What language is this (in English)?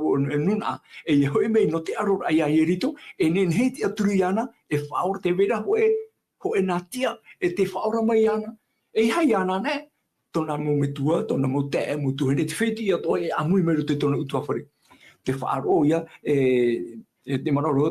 Tahitian